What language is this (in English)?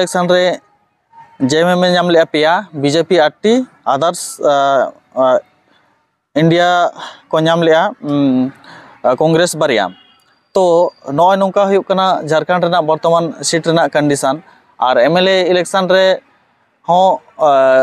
Santali